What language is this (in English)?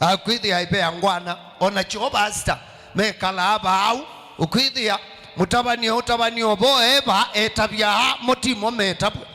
Kamba